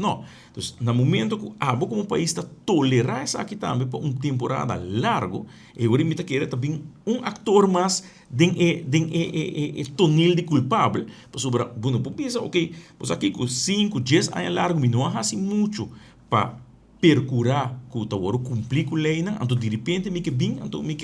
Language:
Papiamento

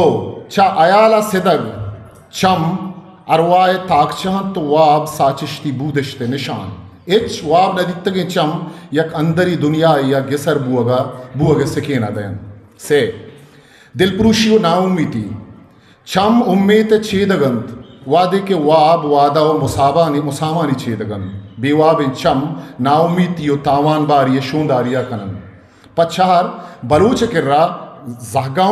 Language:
Eastern Balochi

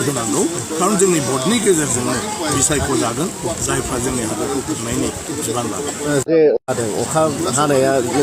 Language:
Bodo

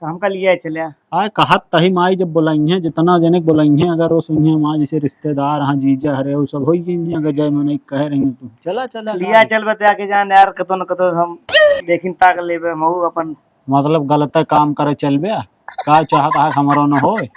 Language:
Awadhi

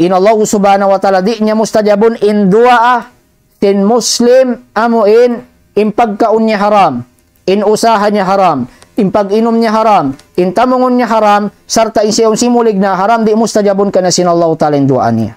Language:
Tausug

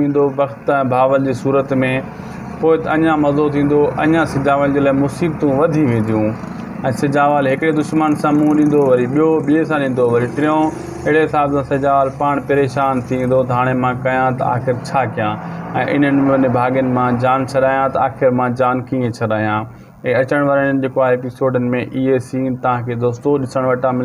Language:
Sindhi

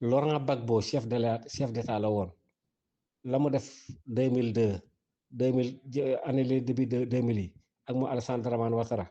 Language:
Wolof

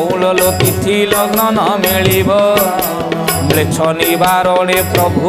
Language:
Odia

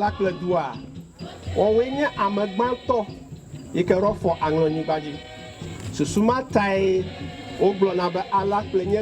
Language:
Ewe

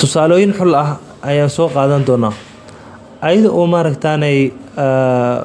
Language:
Somali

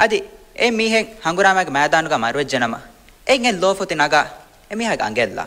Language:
Divehi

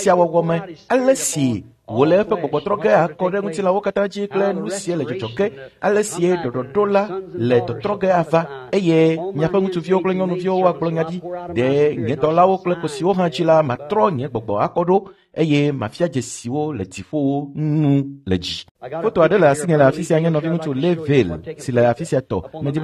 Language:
Ewe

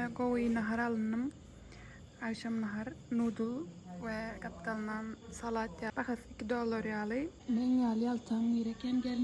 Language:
Turkmen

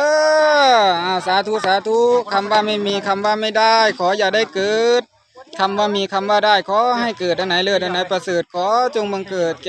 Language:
Northeastern Thai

